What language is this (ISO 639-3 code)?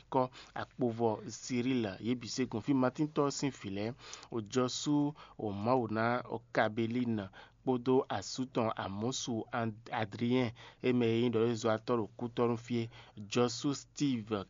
fon